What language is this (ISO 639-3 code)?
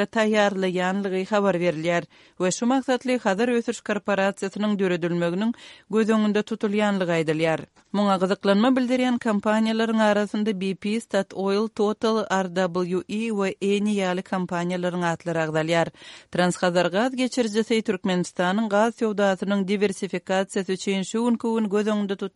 kir